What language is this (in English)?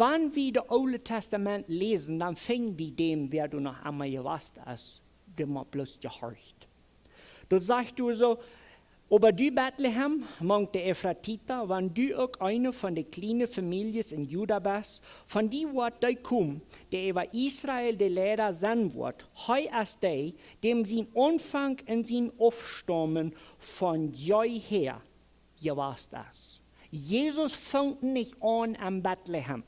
Plautdietsch